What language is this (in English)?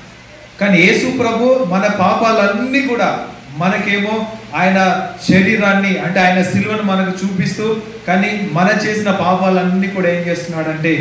Telugu